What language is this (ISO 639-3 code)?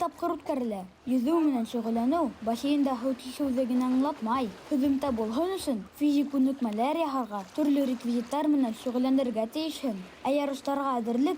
bak